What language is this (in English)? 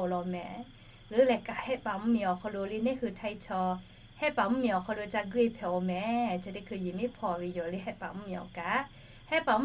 Lahu